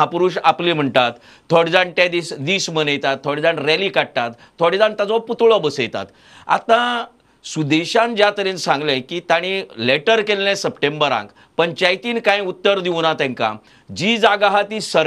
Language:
Konkani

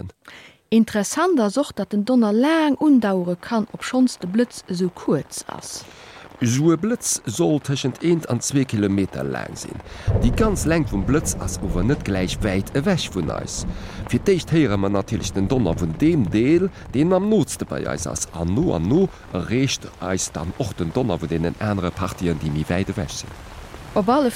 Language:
Luxembourgish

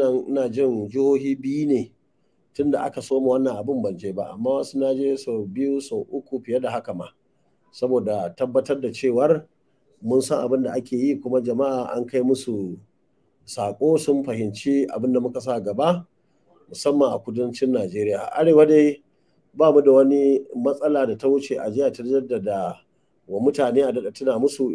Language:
Hausa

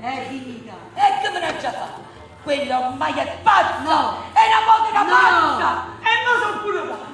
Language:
Neapolitan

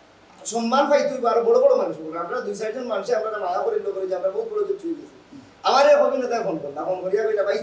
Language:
Sylheti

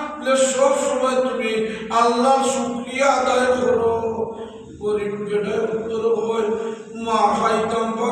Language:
Sylheti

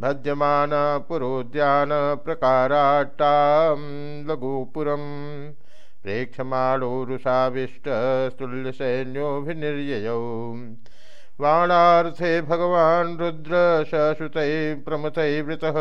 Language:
Sanskrit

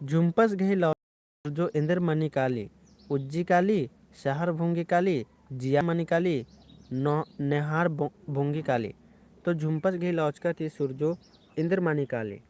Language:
Kurukh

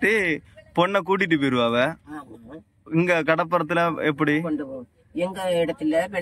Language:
Tamil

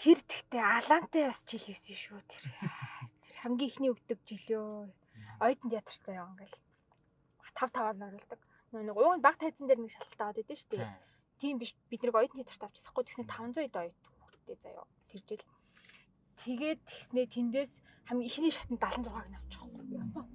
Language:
Mongolian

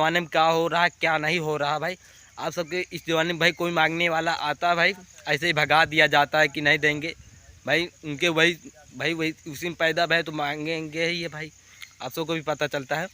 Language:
Awadhi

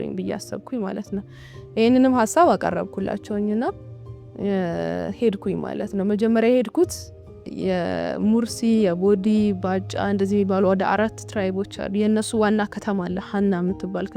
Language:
Amharic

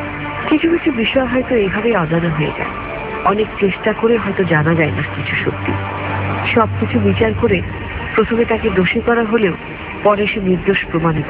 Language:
Bangla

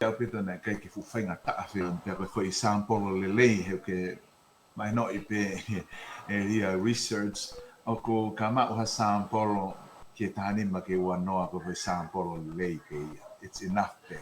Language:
Tongan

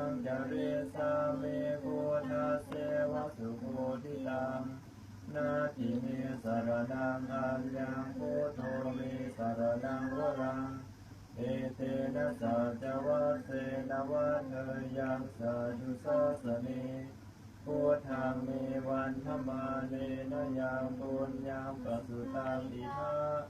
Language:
Pali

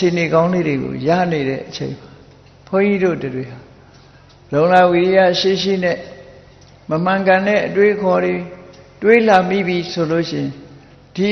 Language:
Burmese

